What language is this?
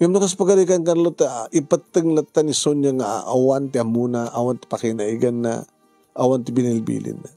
Iloko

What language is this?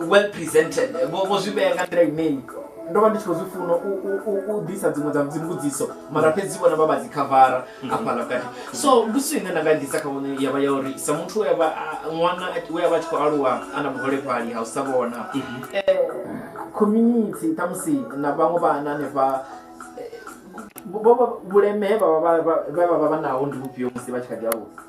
Venda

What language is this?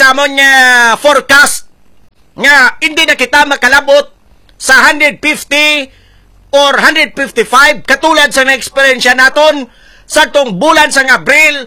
Hiligaynon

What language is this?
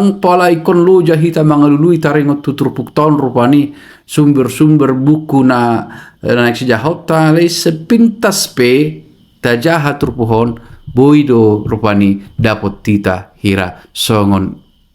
Batak Toba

